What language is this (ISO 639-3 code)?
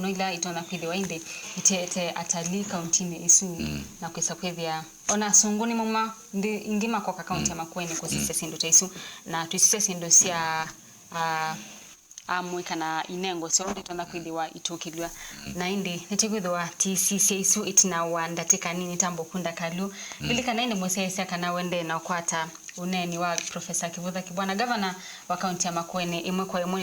kam